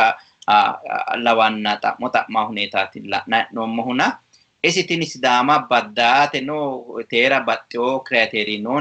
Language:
Sidamo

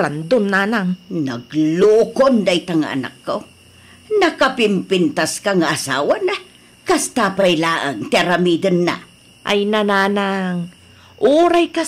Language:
Iloko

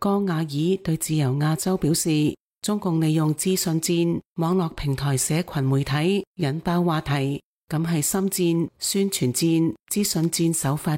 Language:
Cantonese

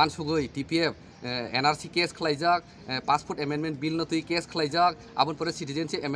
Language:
Kok Borok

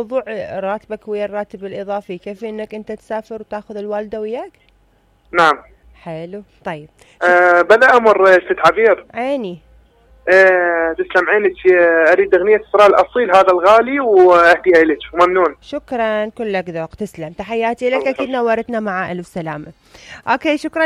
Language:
Mesopotamian Arabic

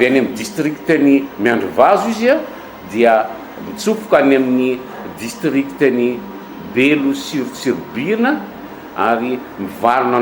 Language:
Malagasy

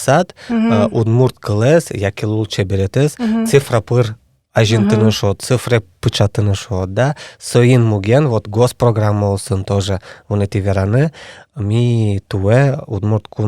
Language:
Udmurt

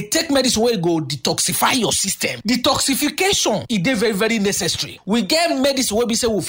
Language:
Nigerian Pidgin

